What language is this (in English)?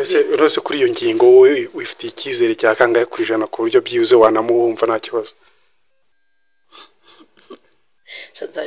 Kinyarwanda